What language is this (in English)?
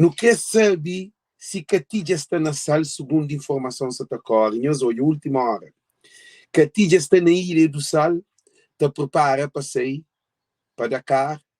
Kabuverdianu